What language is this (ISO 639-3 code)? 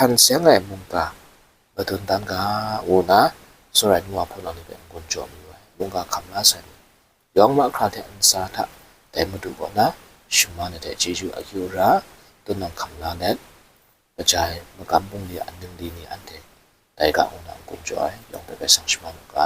kac